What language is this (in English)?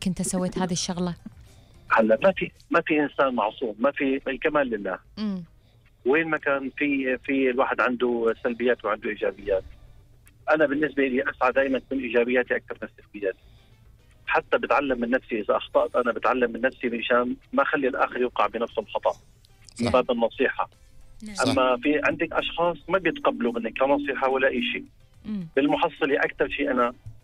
Gulf Arabic